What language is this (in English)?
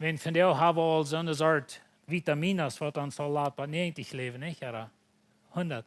Plautdietsch